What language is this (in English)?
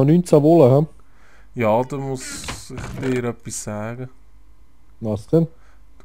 Swiss German